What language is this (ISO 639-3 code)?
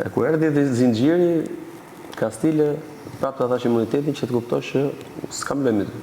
sqi